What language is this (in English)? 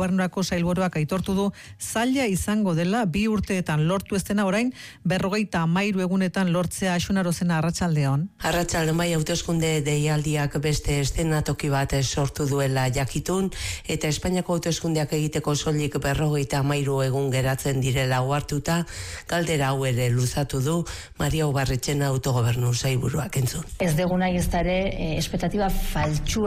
Basque